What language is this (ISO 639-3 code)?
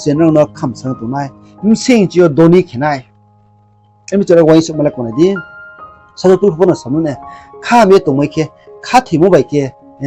ria